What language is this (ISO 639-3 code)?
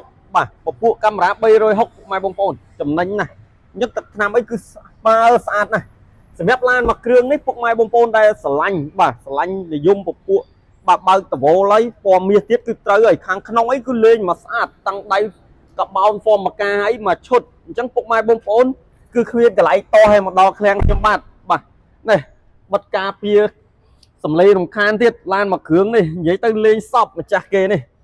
khm